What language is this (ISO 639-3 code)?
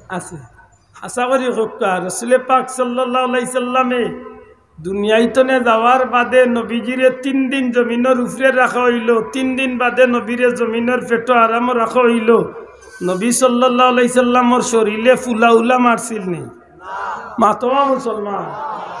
syl